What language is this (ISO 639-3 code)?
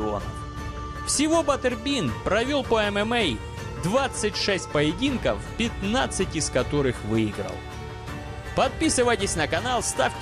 rus